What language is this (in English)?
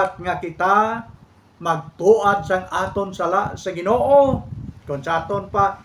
Hiligaynon